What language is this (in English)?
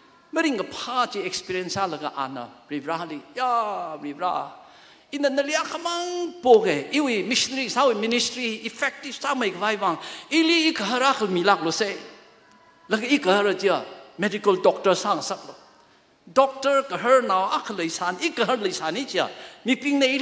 Tangkhul Naga (India)